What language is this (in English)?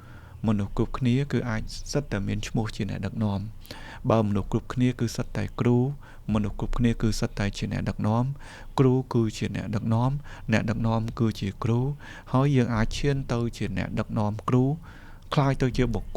Khmer